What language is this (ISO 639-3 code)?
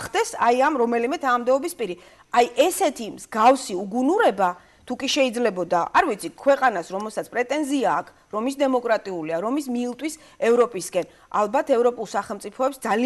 kat